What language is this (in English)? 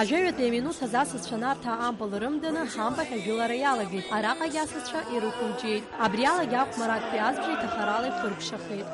Abkhazian